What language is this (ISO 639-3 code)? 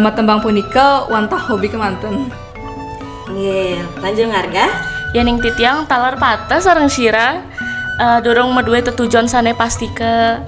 ban